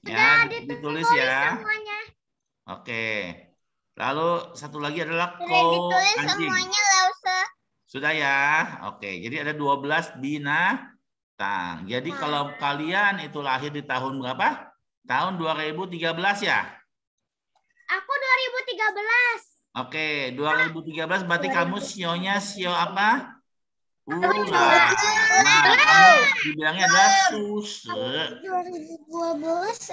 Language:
Indonesian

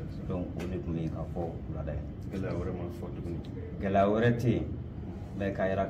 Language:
Bambara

